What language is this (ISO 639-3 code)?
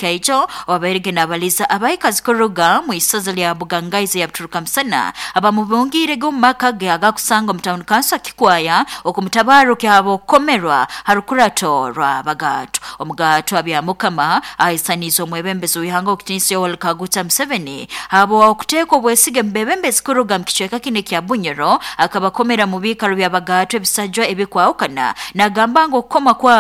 nyo